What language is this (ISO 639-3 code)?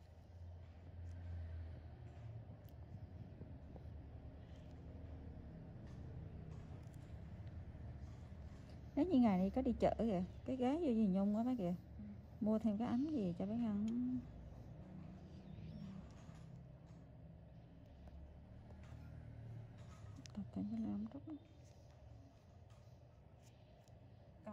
vie